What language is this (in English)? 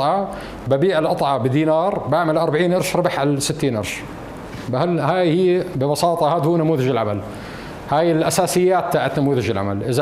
North Levantine Arabic